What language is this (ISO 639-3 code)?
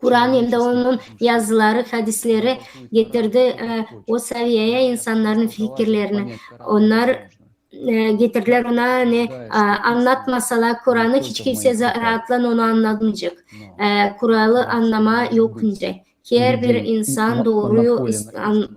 gag